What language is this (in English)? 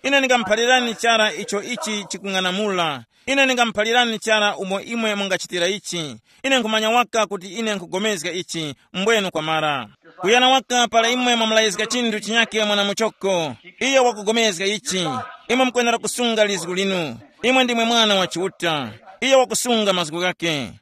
Tumbuka